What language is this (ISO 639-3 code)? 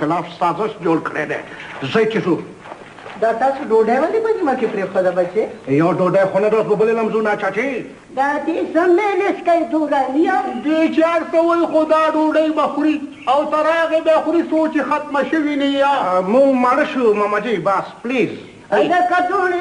pus